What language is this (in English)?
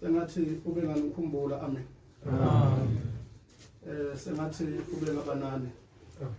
Zulu